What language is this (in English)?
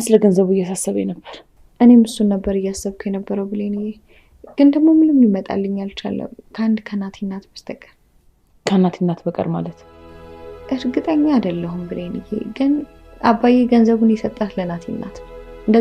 Amharic